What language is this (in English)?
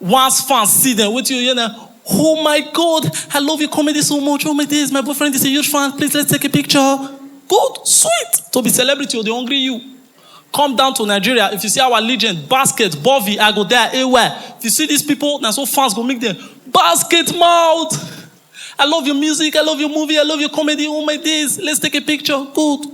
Nigerian Pidgin